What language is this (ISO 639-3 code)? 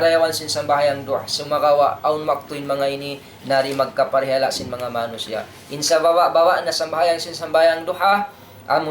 tsg